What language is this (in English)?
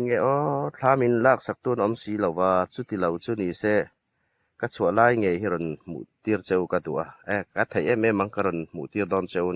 Hmar